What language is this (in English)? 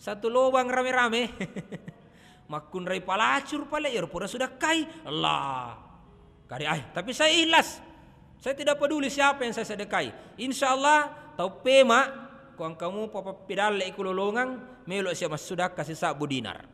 Buginese